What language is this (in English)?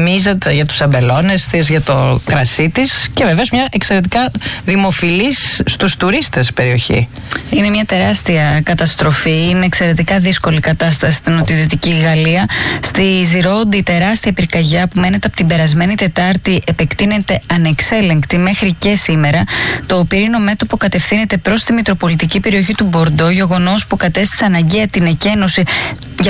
Greek